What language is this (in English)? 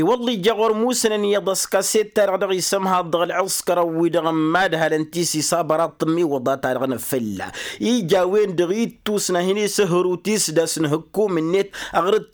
Tamasheq